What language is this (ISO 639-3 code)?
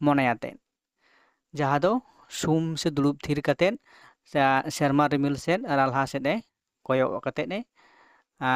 sat